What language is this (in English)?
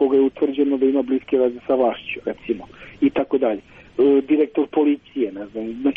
Serbian